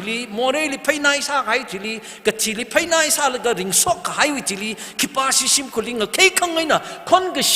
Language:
Tangkhul Naga (India)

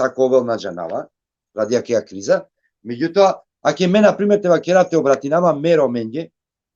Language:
Balkan Romani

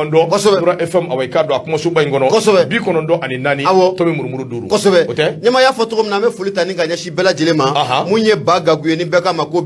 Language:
Bambara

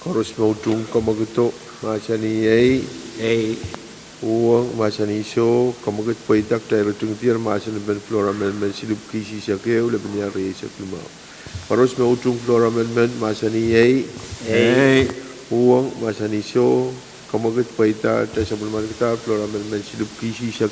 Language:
Pohnpeian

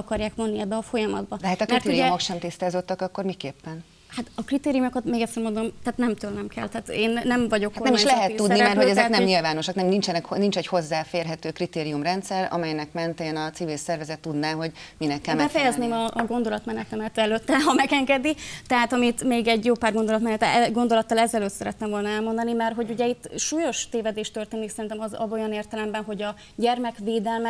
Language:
Hungarian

